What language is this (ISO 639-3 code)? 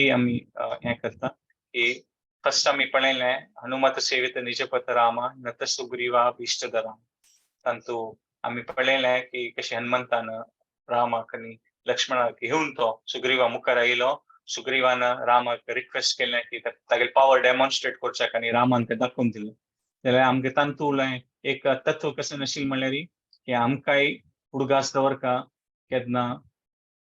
kok